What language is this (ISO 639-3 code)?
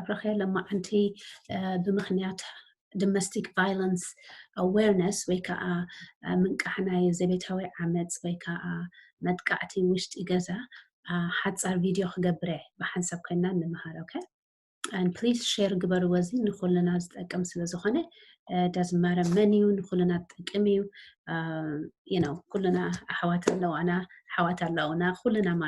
tir